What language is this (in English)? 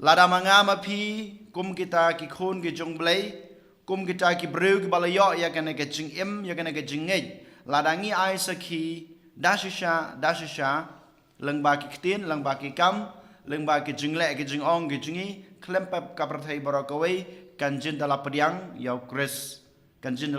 Khasi